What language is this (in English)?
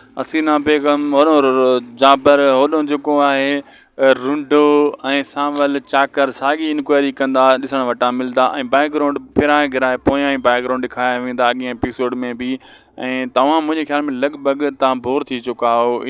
Sindhi